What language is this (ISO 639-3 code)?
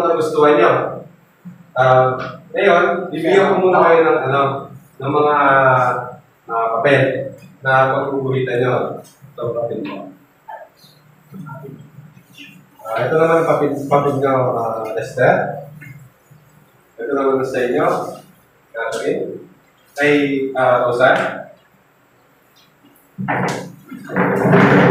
fil